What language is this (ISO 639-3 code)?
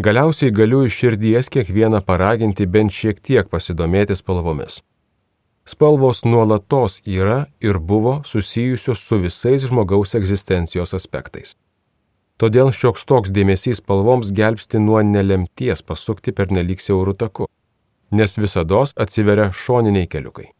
lit